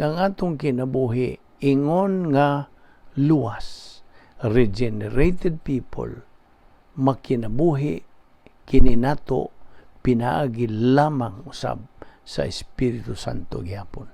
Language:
Cebuano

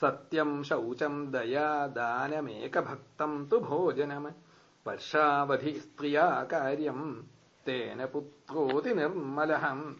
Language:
Sanskrit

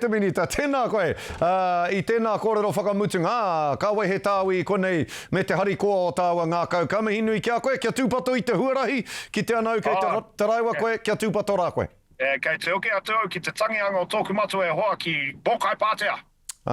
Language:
Māori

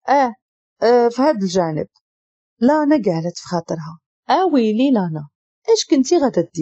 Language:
Moroccan Arabic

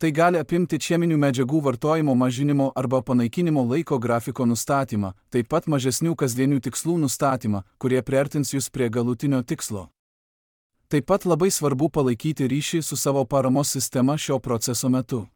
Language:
Lithuanian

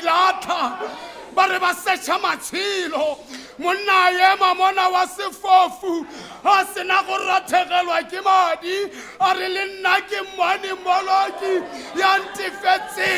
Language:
Tswana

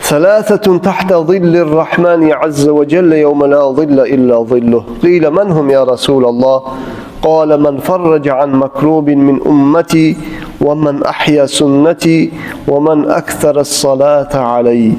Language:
Kumyk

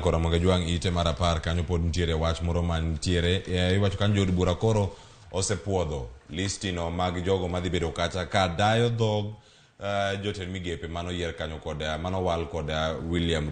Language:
Luo (Kenya and Tanzania)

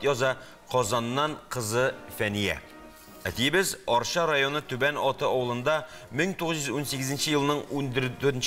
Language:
Tatar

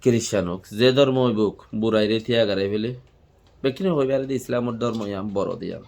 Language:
Rohingya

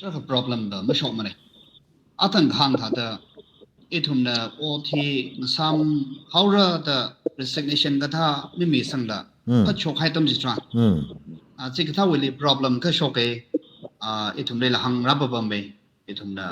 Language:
Tangkhul Naga (India)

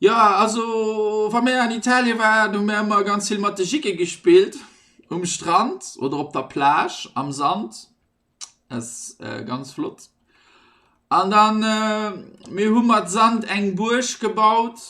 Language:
Luxembourgish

